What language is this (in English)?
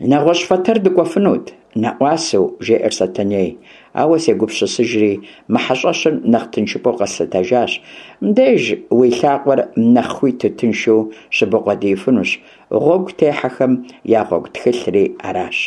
Kabardian